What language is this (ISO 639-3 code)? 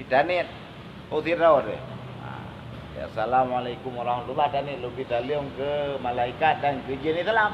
ace